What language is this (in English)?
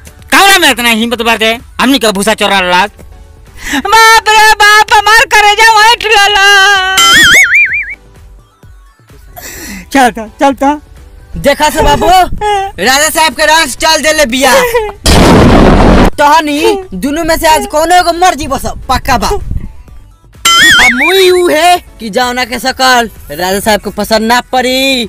Bhojpuri